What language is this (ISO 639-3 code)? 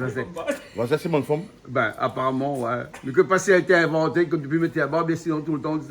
rcf